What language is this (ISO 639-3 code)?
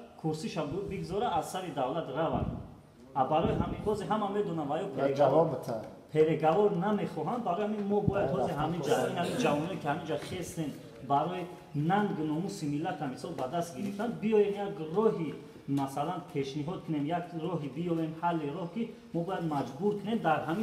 tgk